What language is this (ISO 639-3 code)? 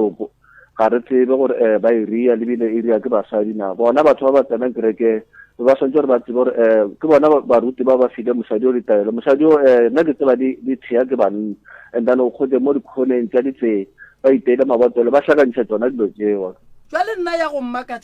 nso